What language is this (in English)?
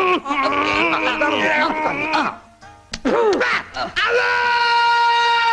Malayalam